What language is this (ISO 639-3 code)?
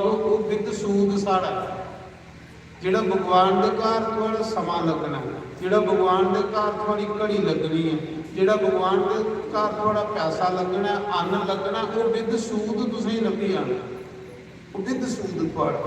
doi